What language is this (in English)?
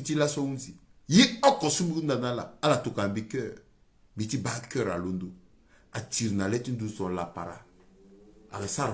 Sango